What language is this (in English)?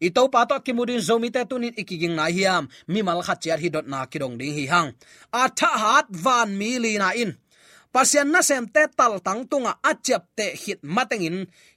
Tedim Chin